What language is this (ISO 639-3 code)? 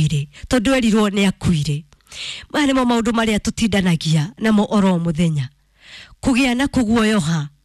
kik